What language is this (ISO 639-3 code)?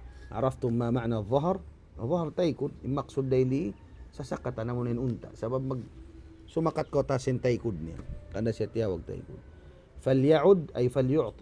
tsg